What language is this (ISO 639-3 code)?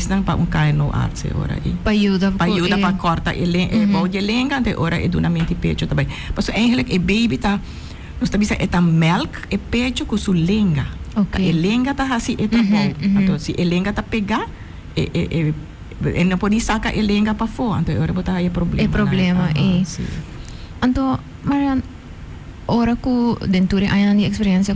pap